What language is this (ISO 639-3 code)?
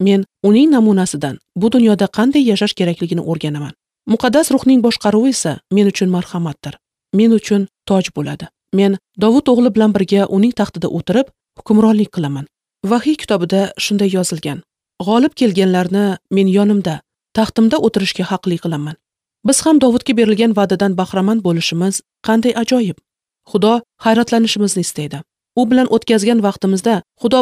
uzb